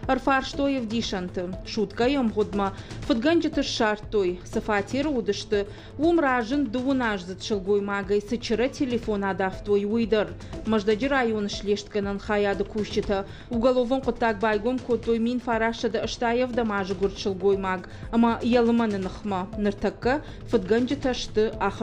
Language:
Ossetic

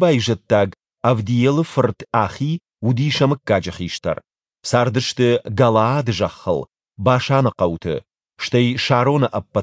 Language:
Ossetic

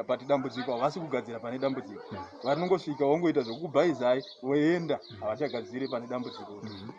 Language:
Shona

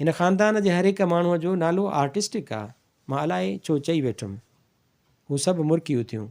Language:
Sindhi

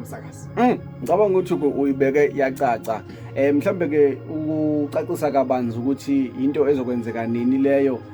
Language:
Zulu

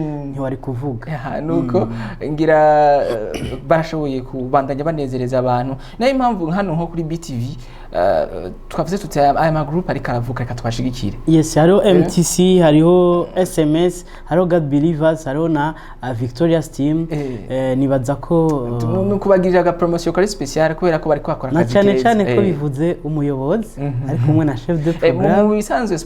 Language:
Rundi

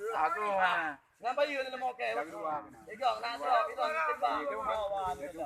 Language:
Achinese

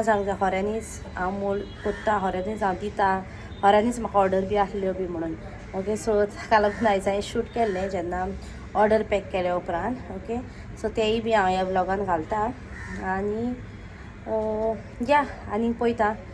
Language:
Konkani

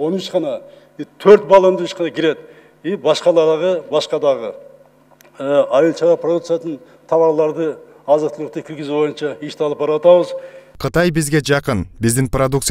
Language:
Kyrgyz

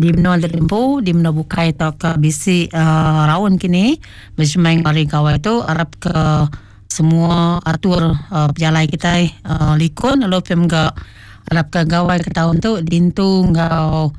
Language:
Iban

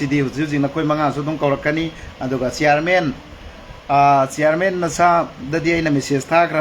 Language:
Manipuri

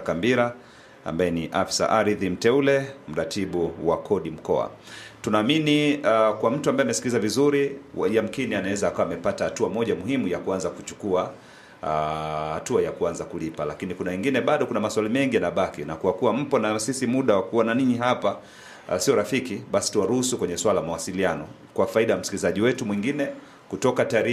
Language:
Swahili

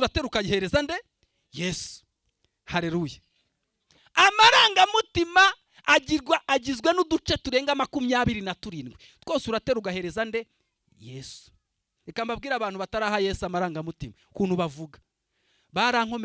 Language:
Kinyarwanda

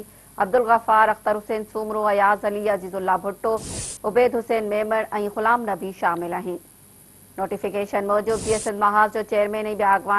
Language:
Sindhi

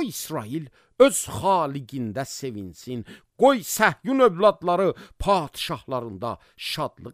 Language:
Azerbaijani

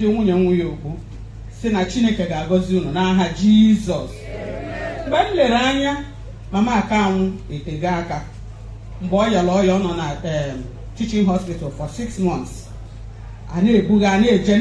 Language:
Igbo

